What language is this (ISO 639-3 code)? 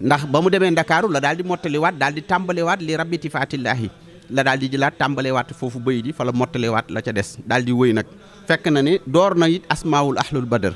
wol